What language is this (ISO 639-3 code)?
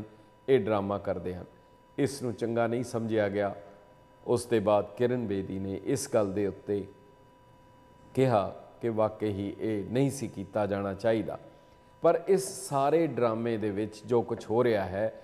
pan